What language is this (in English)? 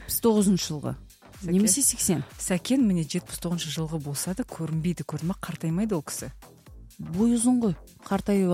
Kazakh